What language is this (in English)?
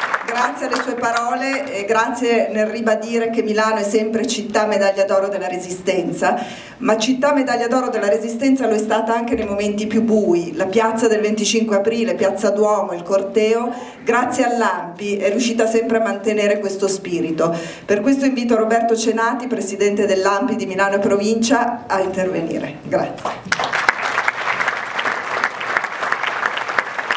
Italian